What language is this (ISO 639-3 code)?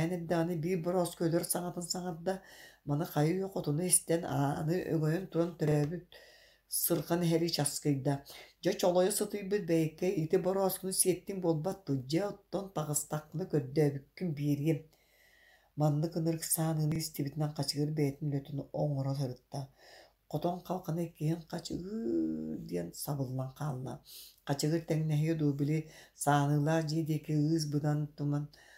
sah